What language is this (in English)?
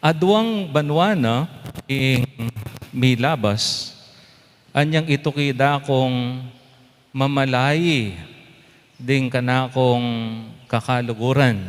Pampanga